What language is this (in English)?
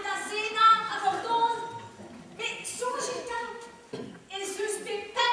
Breton